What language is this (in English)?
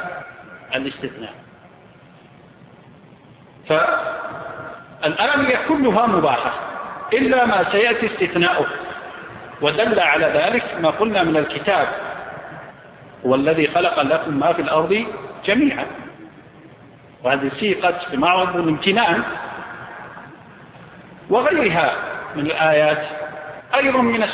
Arabic